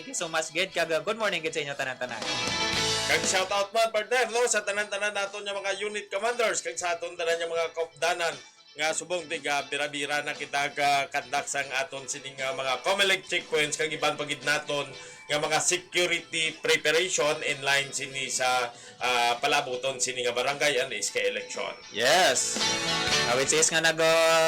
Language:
Hiligaynon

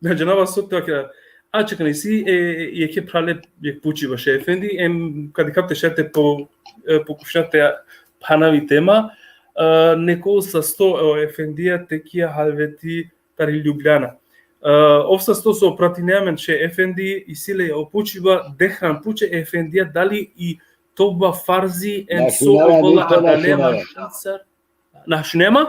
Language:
Balkan Romani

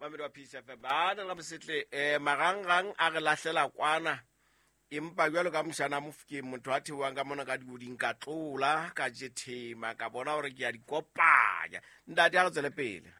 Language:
Southern Sotho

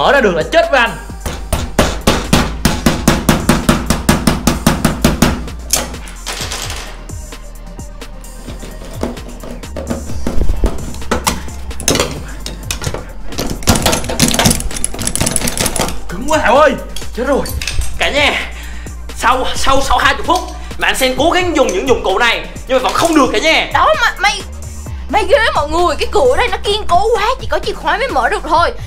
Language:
Vietnamese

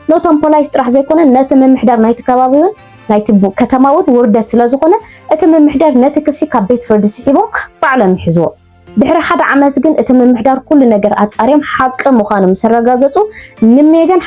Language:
Tigrinya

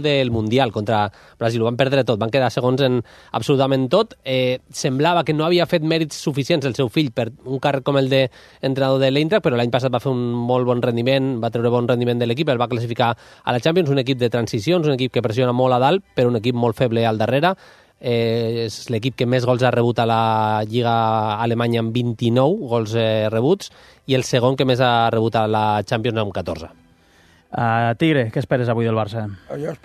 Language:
Catalan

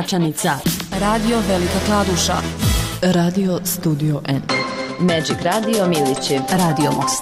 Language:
Bosnian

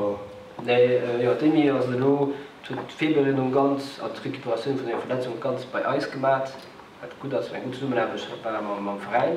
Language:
Luxembourgish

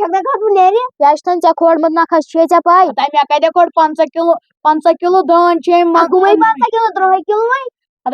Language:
Kashmiri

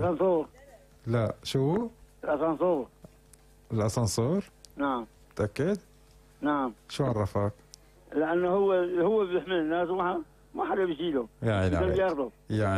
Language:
North Levantine Arabic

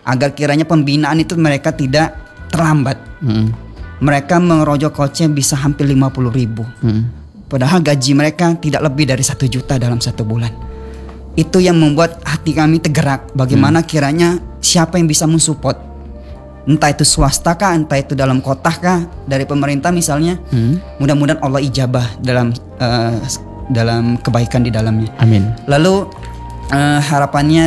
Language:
Indonesian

